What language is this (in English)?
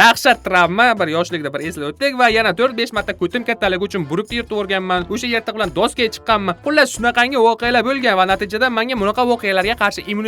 Uzbek